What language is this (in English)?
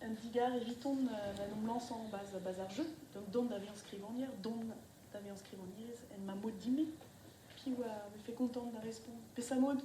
Breton